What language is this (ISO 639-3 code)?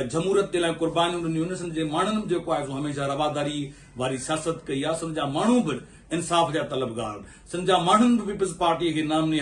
snd